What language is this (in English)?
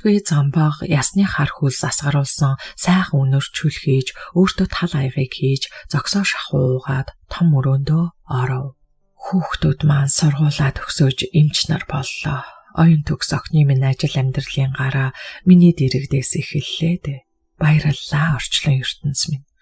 Mongolian